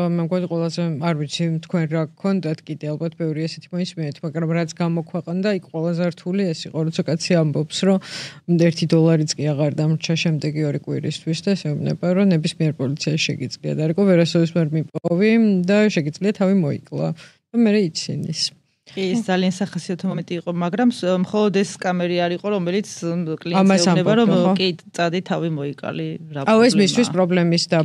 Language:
Georgian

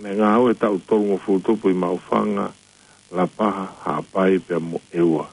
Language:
Tongan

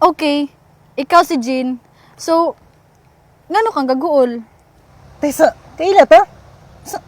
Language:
Cebuano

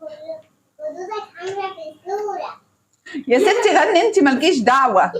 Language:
Egyptian Arabic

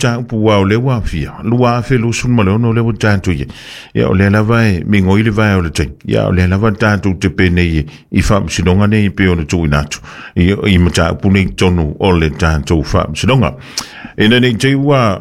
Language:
Samoan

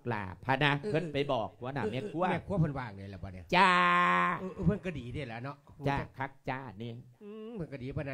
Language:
Lao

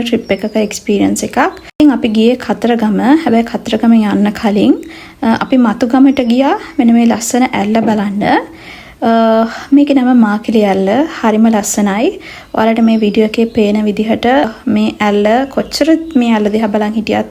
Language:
Sinhala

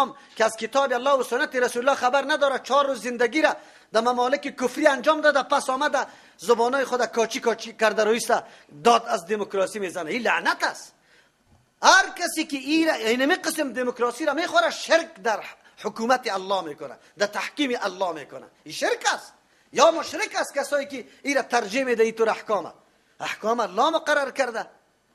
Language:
Persian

